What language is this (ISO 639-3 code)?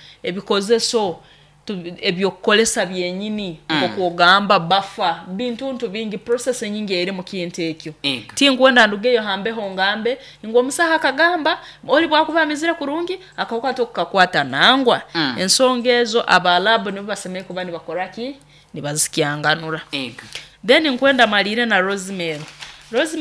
nyo